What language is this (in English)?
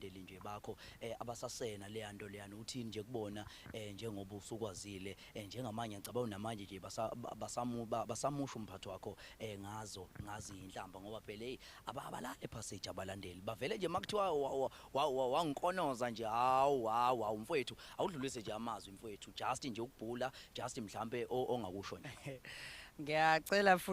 Zulu